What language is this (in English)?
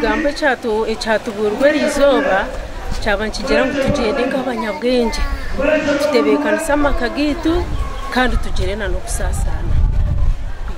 Nyankole